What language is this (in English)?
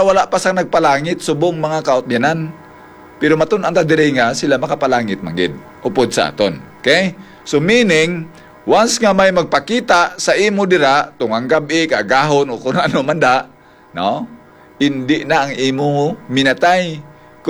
Hiligaynon